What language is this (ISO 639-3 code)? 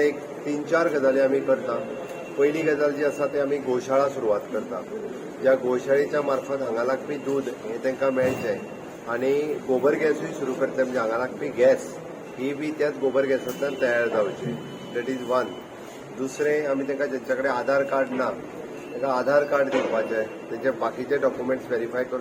kok